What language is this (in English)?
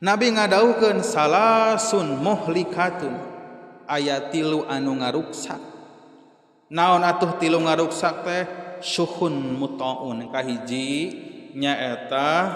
Sundanese